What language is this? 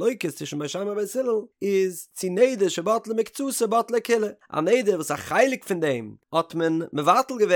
Yiddish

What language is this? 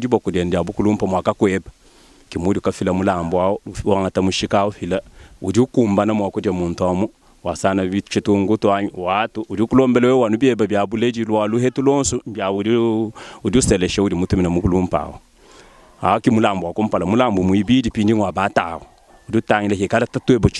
Luba-Lulua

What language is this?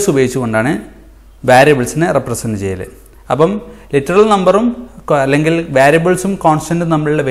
Malayalam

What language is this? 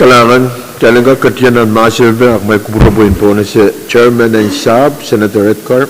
Pohnpeian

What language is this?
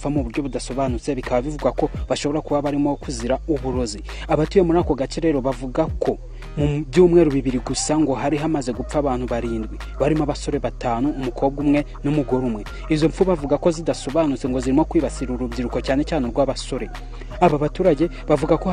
Kinyarwanda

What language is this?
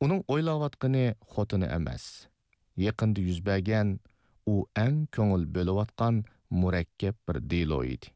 Uyghur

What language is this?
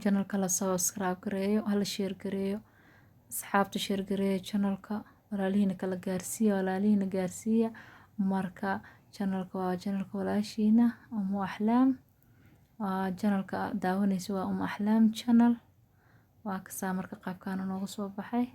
Somali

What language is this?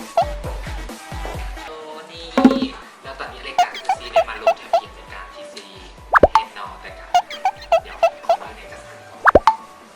Lao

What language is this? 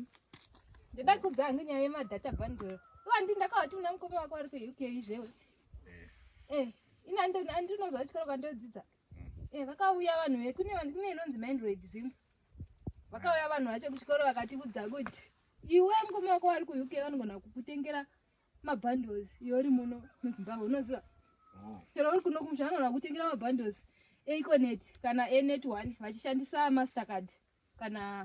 Shona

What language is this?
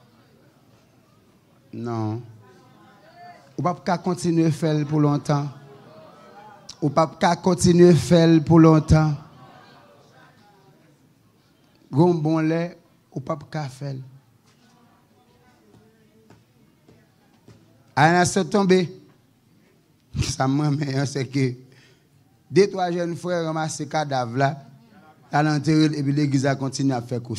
Haitian Creole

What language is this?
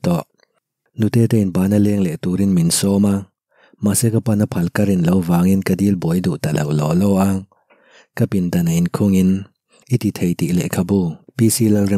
Mizo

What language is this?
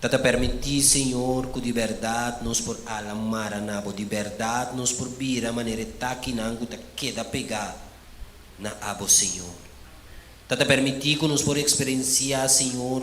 Papiamento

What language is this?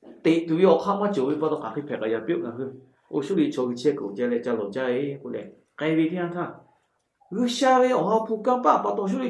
Lahu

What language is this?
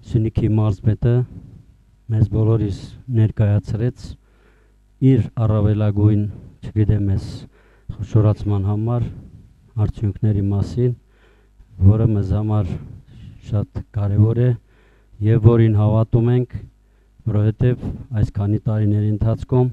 Armenian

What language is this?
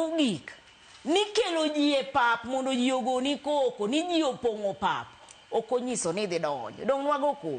Luo (Kenya and Tanzania)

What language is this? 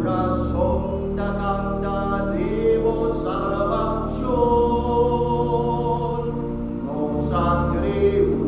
Papiamento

